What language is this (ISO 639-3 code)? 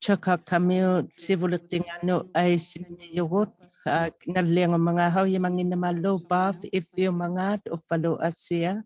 iku